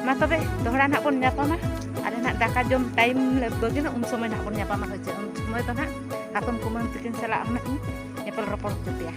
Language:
Santali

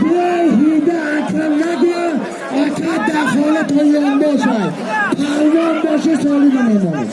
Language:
Tajik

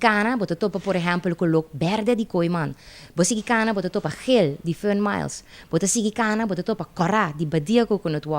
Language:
Papiamento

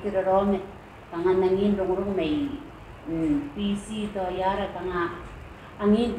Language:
Gilbertese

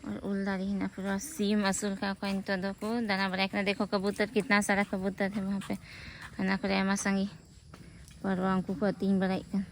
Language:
Santali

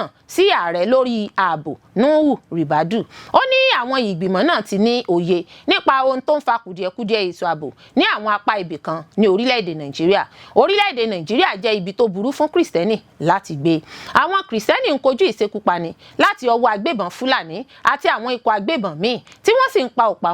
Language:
Yoruba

